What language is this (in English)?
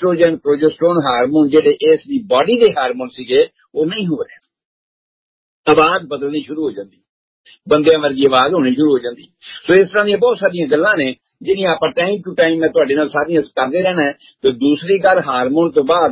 Punjabi